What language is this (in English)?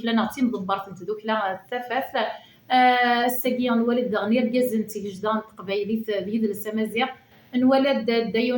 Kabyle